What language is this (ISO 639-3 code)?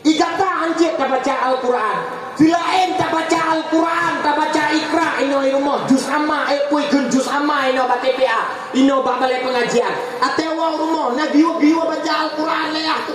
ace